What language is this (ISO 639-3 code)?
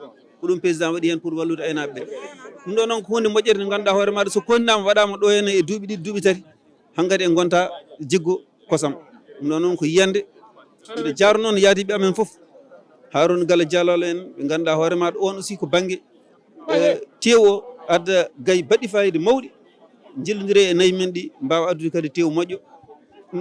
ful